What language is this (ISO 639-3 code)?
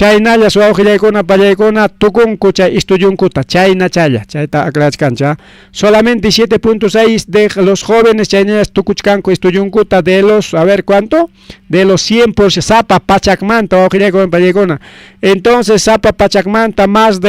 quy